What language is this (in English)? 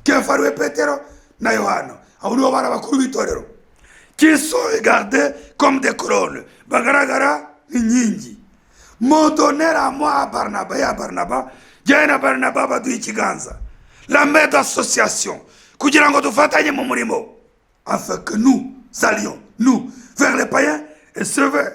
Kinyarwanda